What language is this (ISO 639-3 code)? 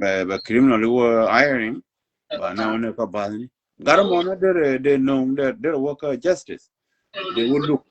nus